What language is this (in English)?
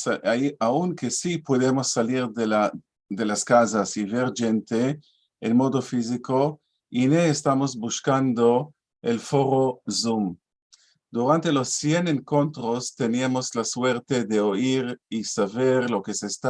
Ladino